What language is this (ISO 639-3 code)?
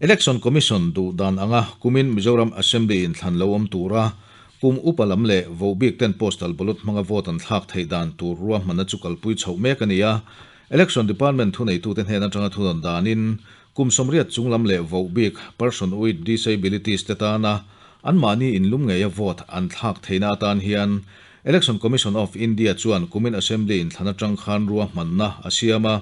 lus